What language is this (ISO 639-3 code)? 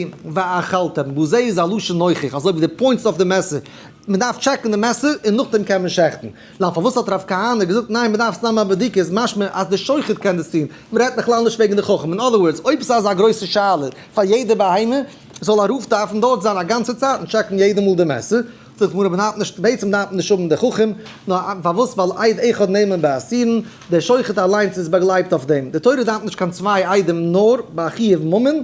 yid